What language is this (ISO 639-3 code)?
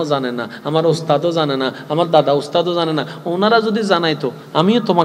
ben